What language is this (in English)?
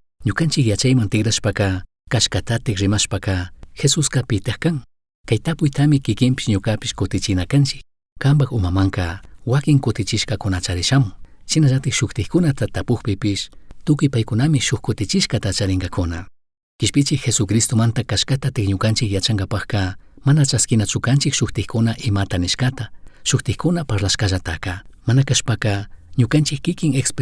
Chimborazo Highland Quichua